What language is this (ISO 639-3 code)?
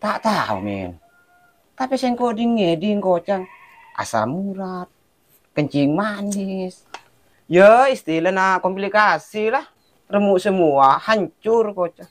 mad